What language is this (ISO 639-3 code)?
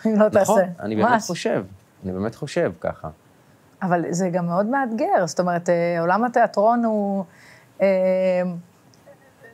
heb